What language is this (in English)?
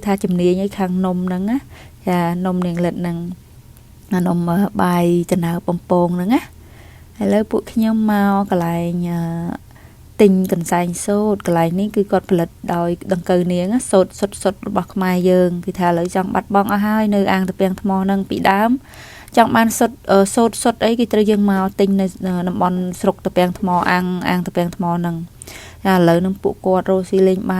Khmer